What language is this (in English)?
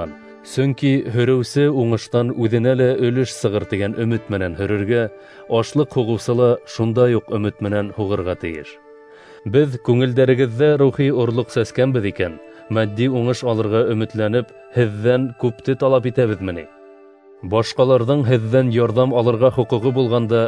Bashkir